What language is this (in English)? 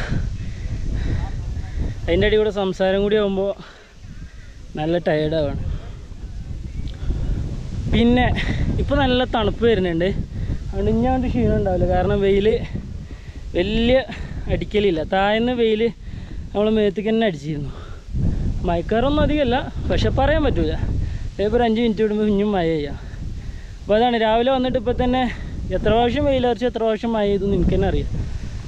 Malayalam